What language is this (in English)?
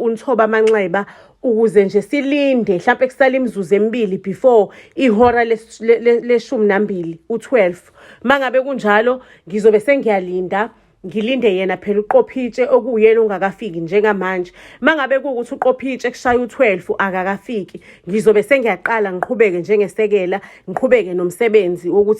Zulu